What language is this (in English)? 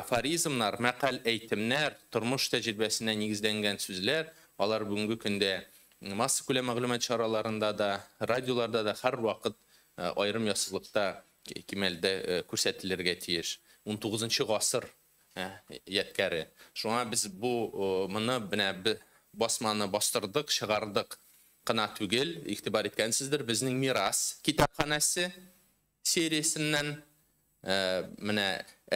Tatar